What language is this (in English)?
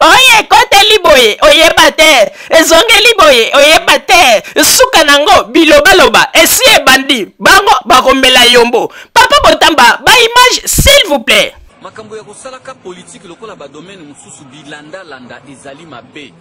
Lingala